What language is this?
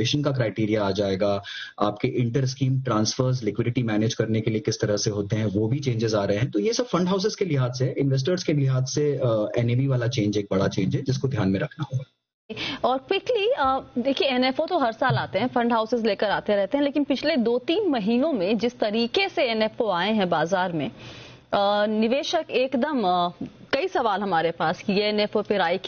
Hindi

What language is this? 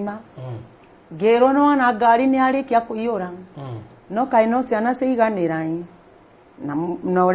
Kikuyu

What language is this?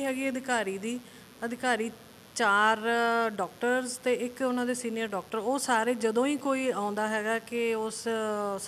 Punjabi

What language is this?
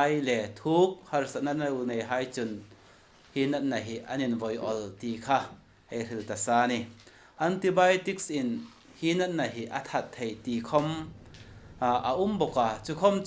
Hmar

